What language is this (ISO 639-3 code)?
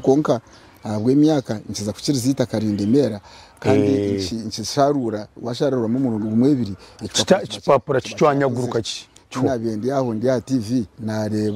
nyn